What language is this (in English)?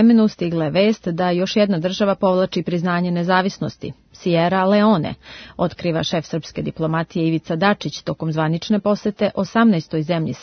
Serbian